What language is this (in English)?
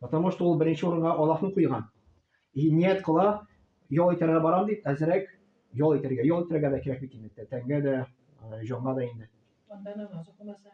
Tatar